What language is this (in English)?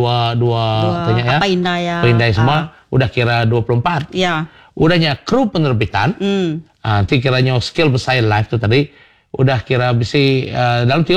Iban